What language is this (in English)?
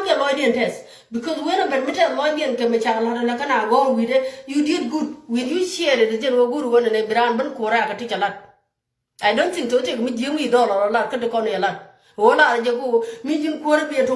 Nuer